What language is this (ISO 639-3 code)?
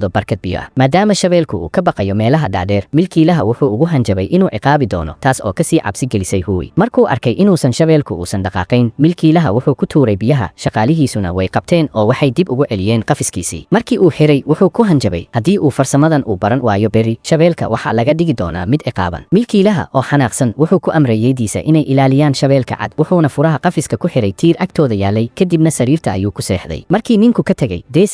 som